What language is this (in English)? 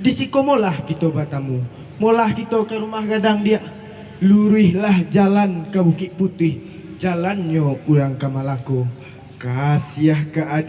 Minangkabau